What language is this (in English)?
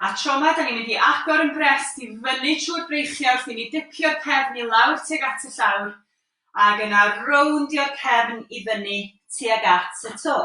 Welsh